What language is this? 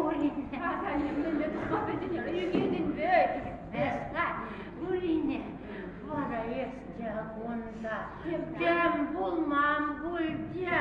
Chuvash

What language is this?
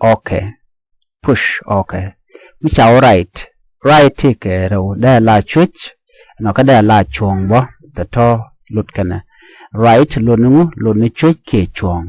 Nuer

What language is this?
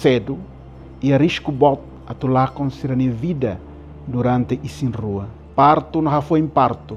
Tetum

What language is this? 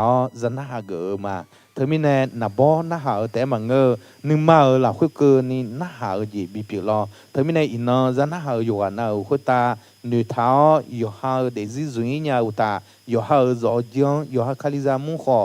Akha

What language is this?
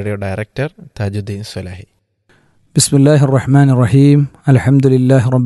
Malayalam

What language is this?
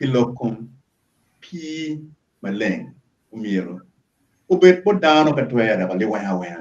Acoli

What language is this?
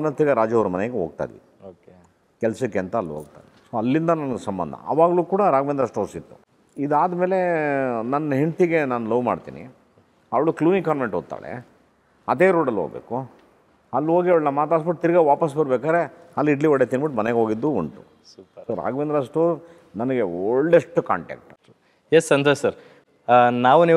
Kannada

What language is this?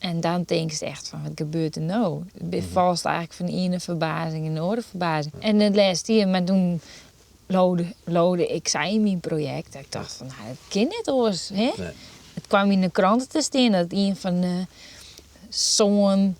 Western Frisian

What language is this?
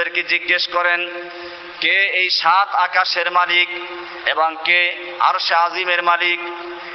Bangla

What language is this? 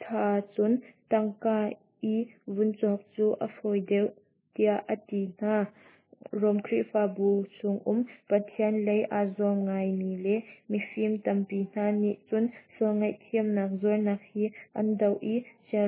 Hakha Chin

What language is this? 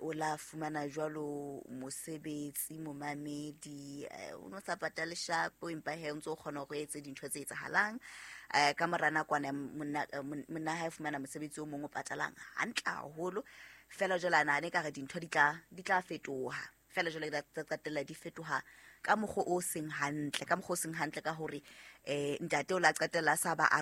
Southern Sotho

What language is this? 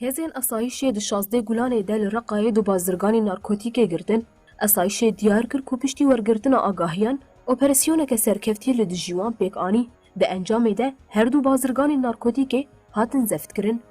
Kurdish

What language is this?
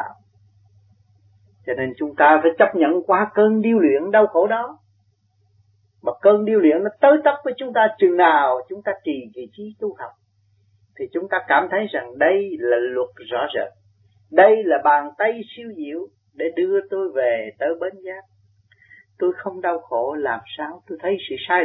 Vietnamese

